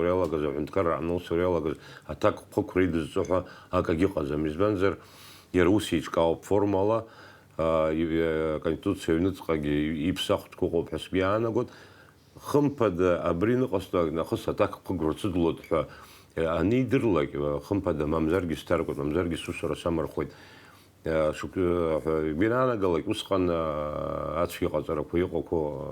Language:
Abkhazian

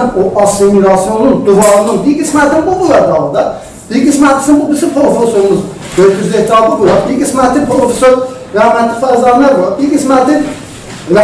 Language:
South Azerbaijani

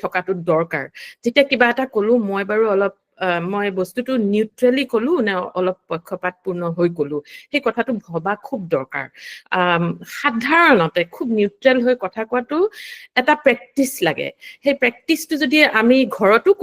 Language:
Assamese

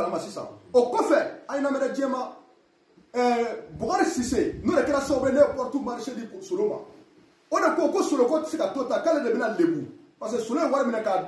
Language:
Bambara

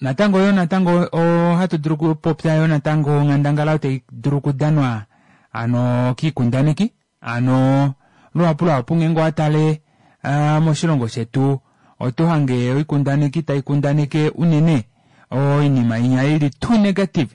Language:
Kuanyama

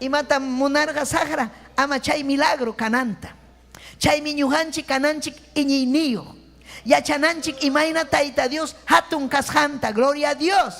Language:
Ayacucho Quechua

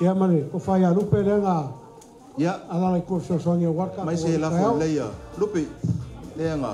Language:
Samoan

